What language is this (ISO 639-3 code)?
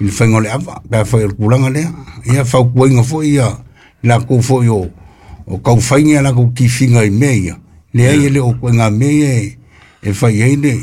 smo